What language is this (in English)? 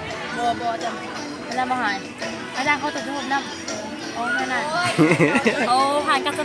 Lao